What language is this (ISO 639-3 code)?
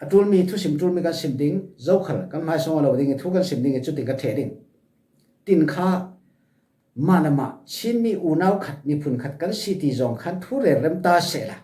cfm